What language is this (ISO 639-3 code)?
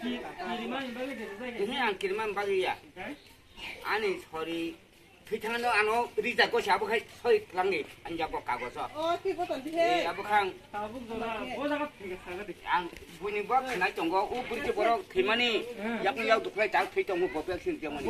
trp